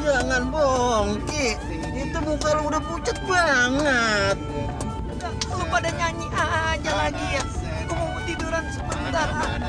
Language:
Betawi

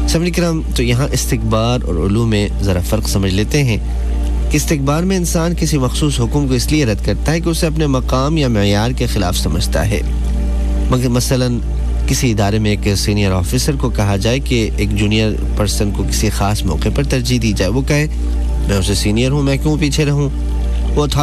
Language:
Urdu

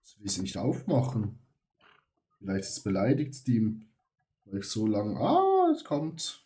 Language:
Swiss German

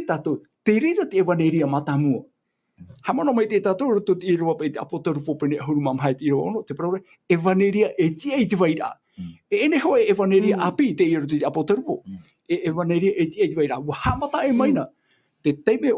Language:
Tahitian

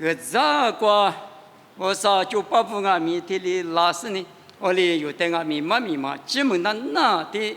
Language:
Lisu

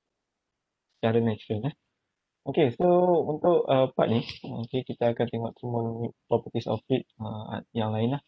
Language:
Malay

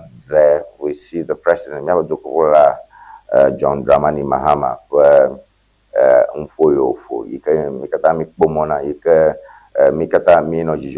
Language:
Ewe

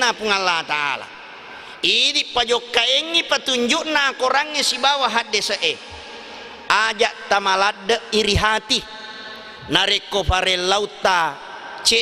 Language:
Buginese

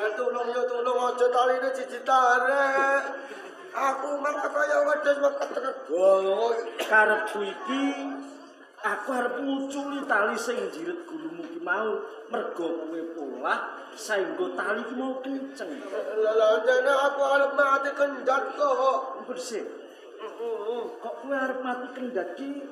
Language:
Javanese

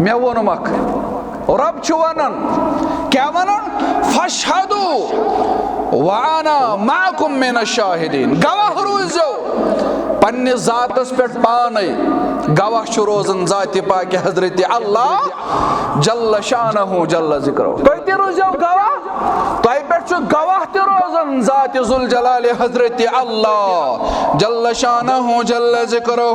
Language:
Kashmiri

